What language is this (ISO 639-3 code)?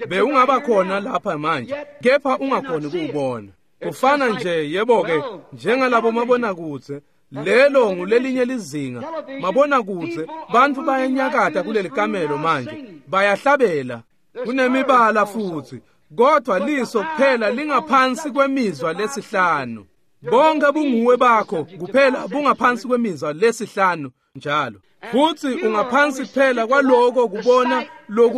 ssw